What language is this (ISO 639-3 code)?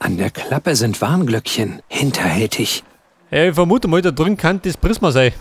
bar